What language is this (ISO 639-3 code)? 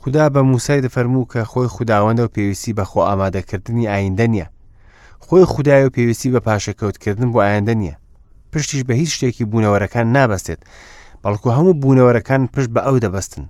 ckb